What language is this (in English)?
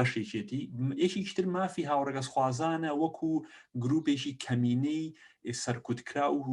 Central Kurdish